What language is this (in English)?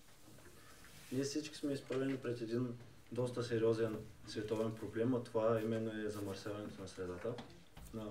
Bulgarian